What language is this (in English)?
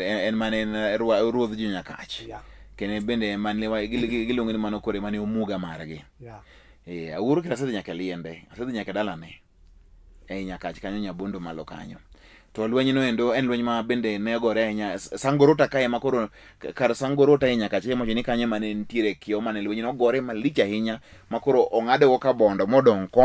Luo (Kenya and Tanzania)